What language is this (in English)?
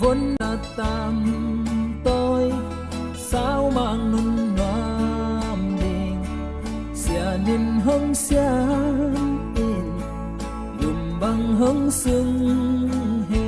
Tedim Chin